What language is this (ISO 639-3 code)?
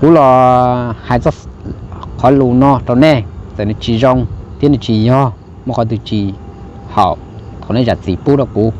hmn